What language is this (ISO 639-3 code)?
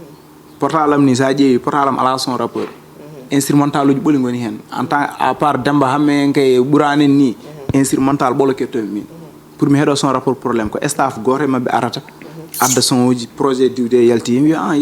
ful